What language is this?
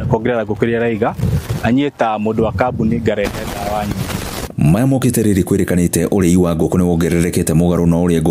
Kikuyu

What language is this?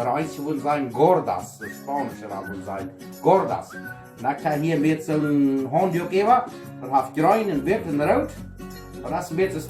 Plautdietsch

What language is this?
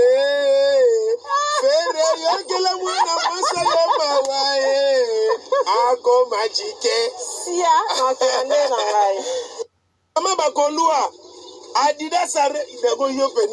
Lingala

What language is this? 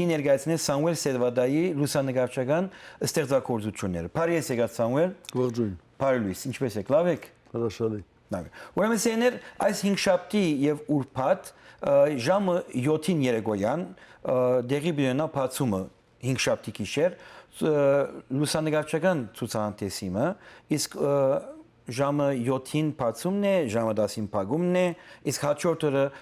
Western Armenian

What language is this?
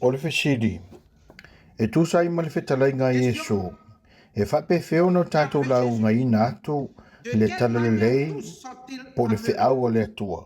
Samoan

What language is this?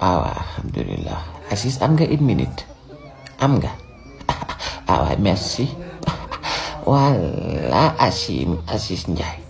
Wolof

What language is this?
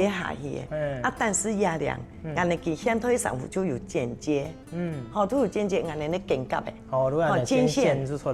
Hakka Chinese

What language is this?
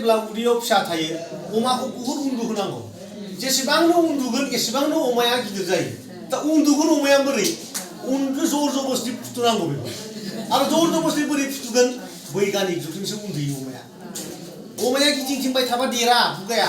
Bodo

